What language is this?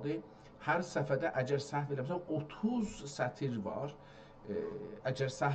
South Azerbaijani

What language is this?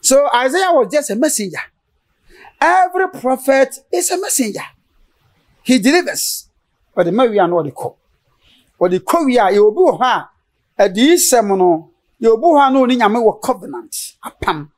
Akan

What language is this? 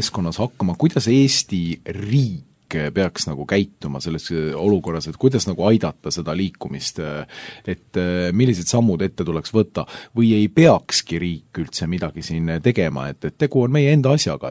Estonian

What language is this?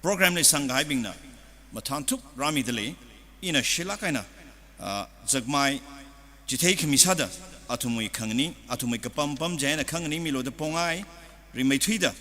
Tangkhul Naga (India)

